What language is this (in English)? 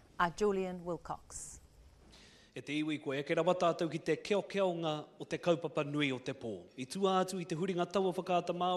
Māori